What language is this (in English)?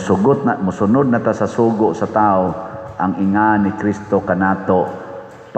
Cebuano